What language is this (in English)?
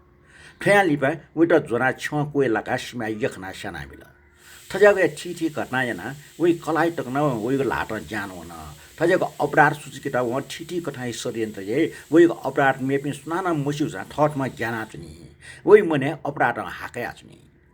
Newari